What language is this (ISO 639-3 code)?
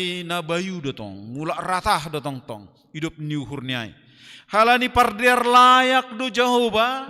bts